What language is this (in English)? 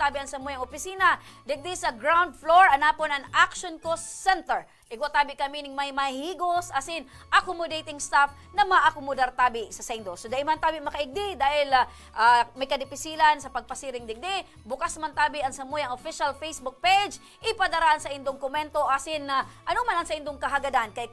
Bikol